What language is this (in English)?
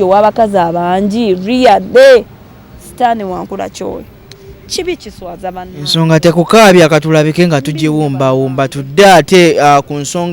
Ganda